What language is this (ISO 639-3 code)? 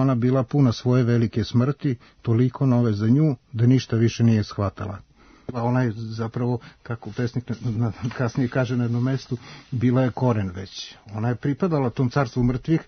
srp